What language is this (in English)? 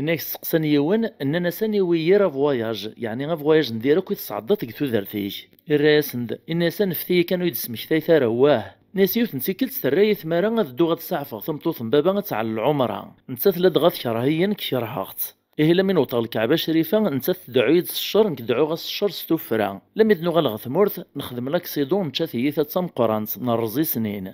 Kabyle